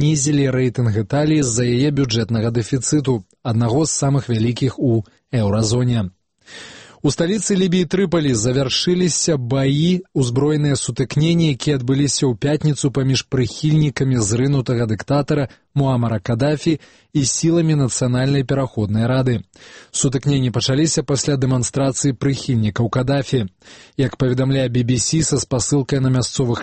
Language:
Belarusian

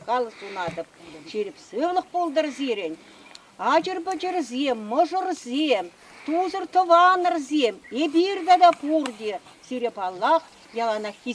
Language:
Chuvash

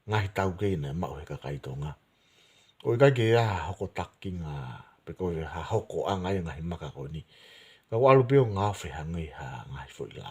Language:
Tongan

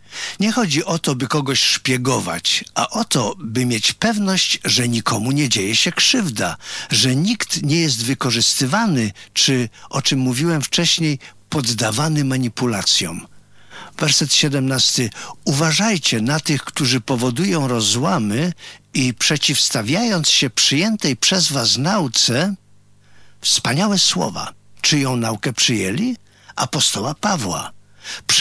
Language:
Polish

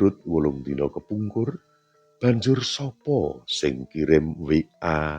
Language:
Javanese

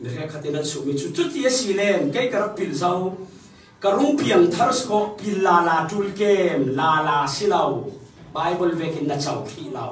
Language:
Falam Chin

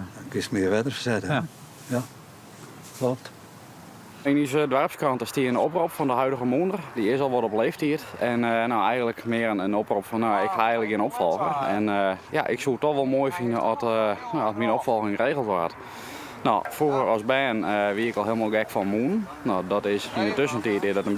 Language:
Western Frisian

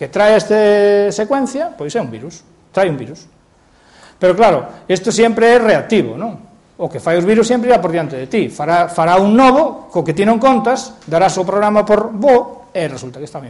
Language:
Galician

